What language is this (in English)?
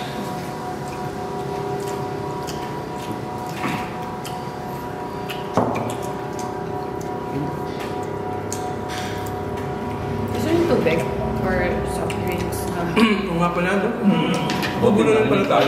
Filipino